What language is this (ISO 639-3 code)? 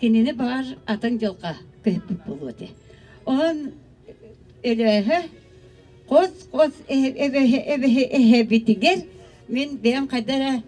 sah